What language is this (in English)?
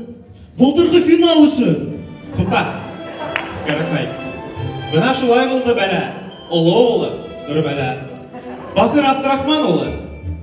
Bashkir